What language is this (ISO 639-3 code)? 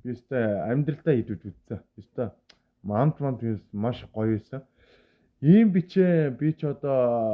mon